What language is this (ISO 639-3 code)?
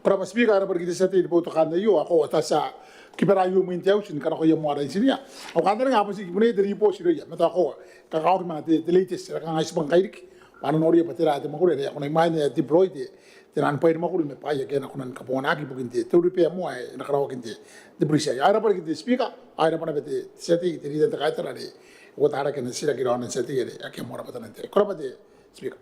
gil